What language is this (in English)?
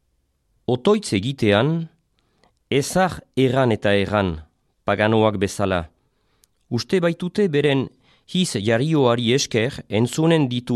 Basque